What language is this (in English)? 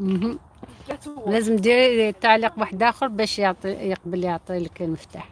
Algerian Arabic